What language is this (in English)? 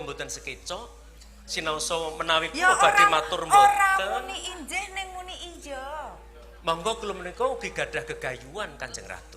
Javanese